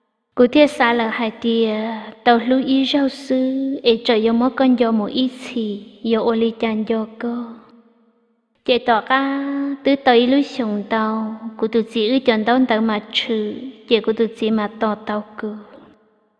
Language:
Vietnamese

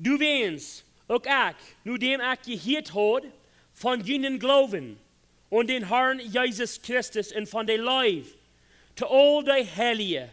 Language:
Plautdietsch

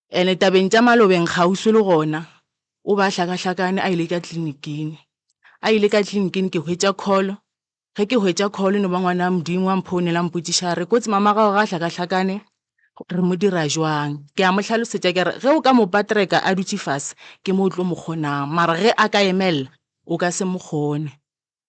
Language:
Northern Sotho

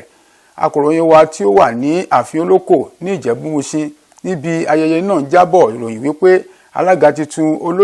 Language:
Yoruba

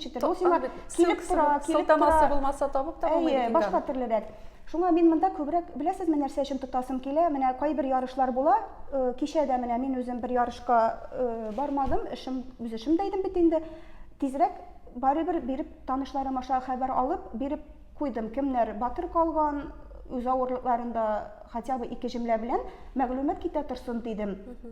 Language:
Tatar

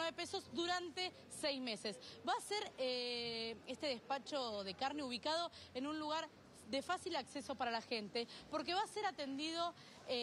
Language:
Spanish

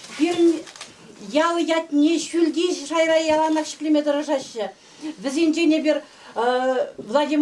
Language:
Chuvash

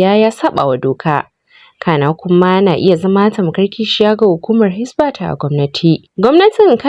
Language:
Hausa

